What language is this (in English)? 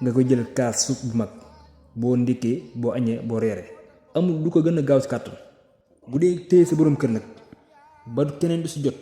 Wolof